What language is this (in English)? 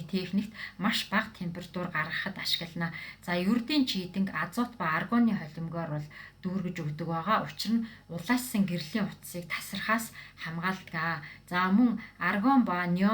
Mongolian